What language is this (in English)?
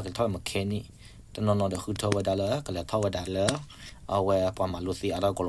S'gaw Karen